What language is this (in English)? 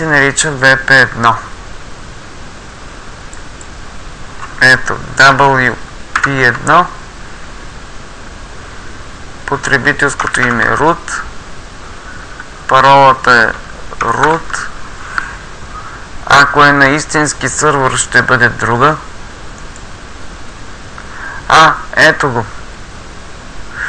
Bulgarian